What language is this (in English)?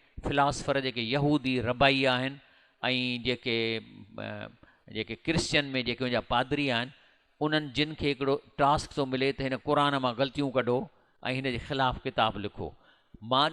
Sindhi